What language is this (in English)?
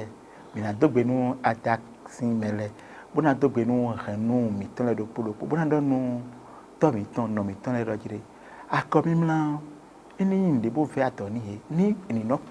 Fon